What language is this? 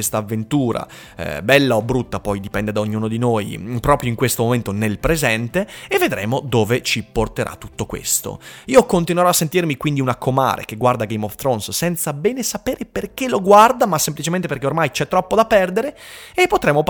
Italian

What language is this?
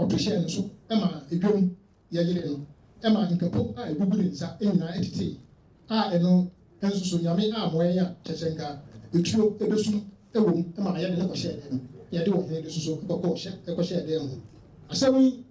Akan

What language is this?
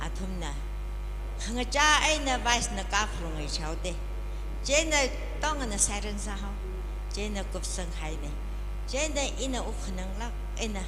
Tangkhul Naga (India)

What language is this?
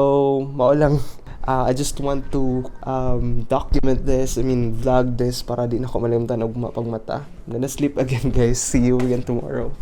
Cebuano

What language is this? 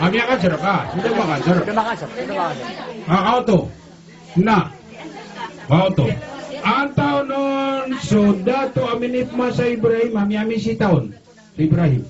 Maranao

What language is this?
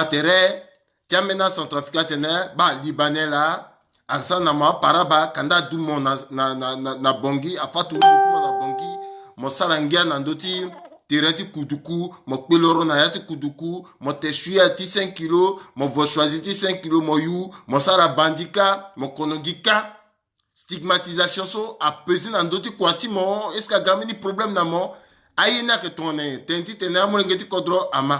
Sango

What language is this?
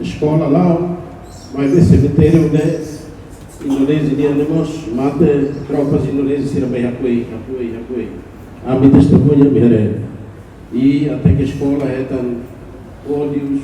Tetum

